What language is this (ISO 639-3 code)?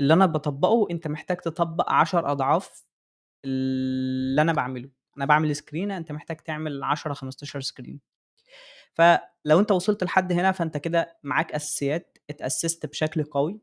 arz